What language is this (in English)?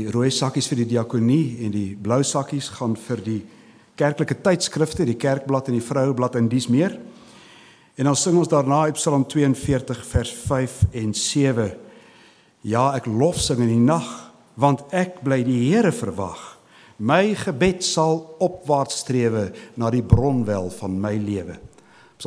Afrikaans